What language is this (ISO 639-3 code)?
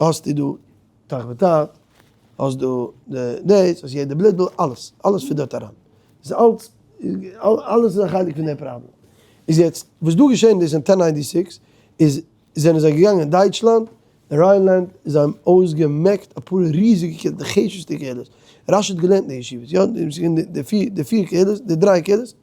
yid